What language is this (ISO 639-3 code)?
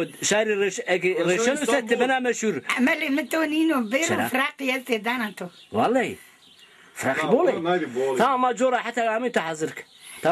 zza